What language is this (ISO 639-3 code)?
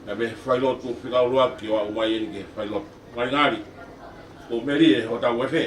ton